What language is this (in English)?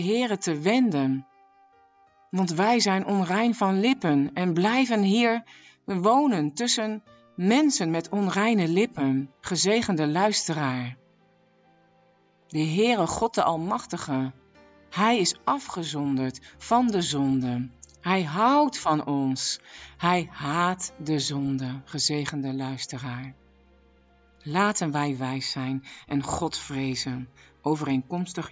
Dutch